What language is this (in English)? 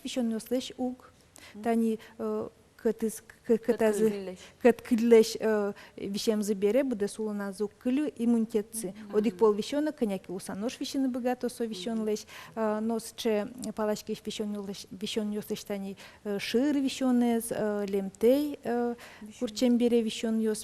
Udmurt